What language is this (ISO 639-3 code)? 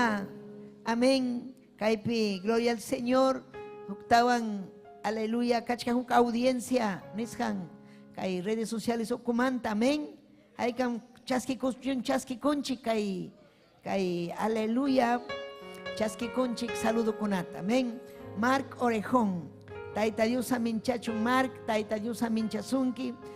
quy